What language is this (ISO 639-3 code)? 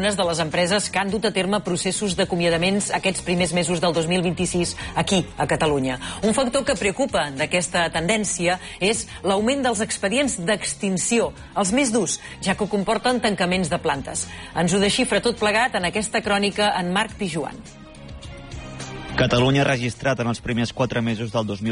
cat